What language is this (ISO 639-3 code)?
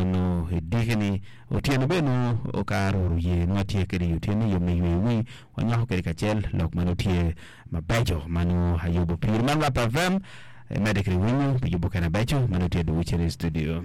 ach